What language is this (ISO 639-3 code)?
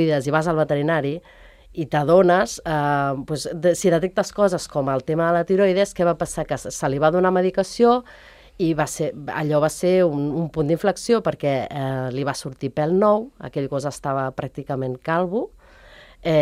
cat